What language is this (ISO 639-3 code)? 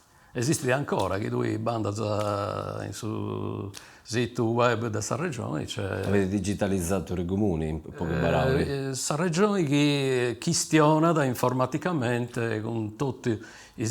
srd